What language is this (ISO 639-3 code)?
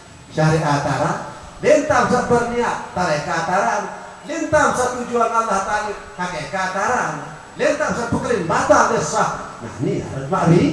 sas